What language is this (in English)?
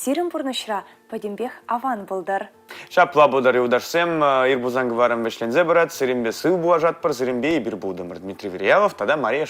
Chuvash